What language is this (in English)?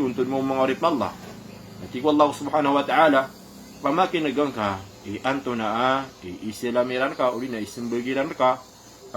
Maranao